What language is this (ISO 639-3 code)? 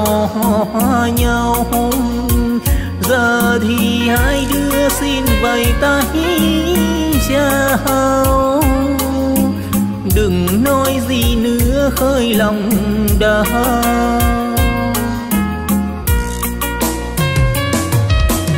vie